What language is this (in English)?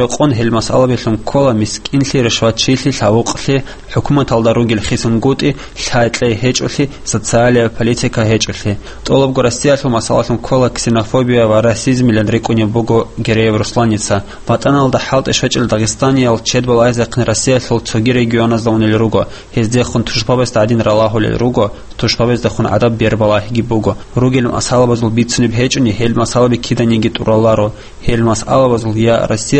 Avaric